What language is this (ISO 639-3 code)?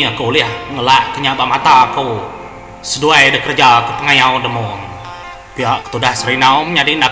iba